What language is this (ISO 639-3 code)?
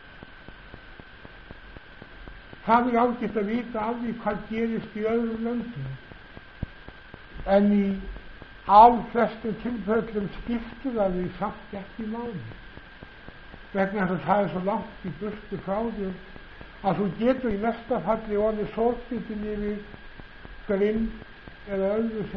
isl